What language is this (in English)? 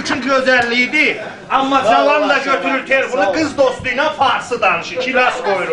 South Azerbaijani